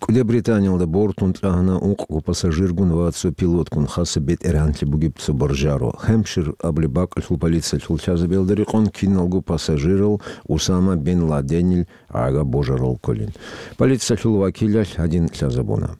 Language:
Avaric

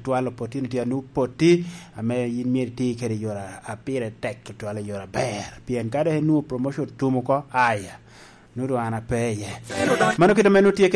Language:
Lango (Uganda)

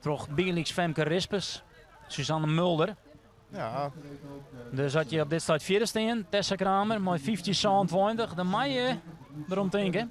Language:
Western Frisian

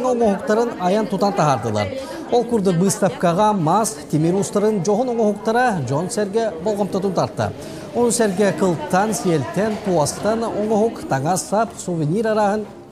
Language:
Yakut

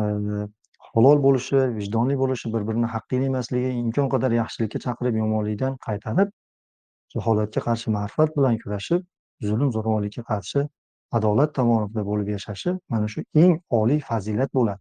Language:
Uzbek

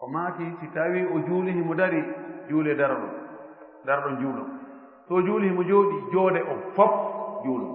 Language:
Fula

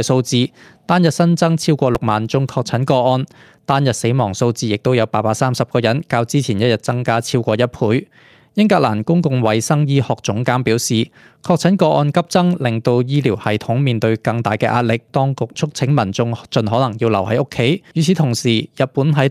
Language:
Cantonese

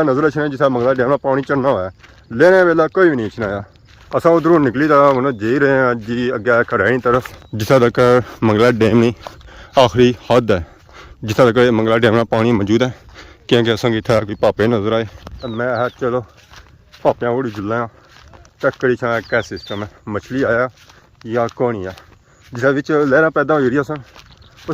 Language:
Pahari-Potwari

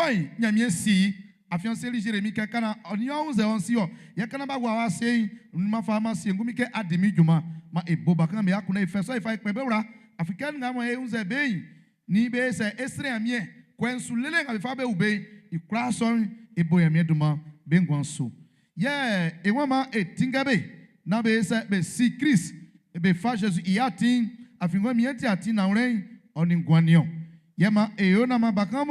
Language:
Baoulé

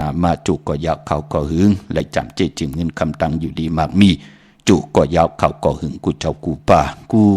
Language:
Shan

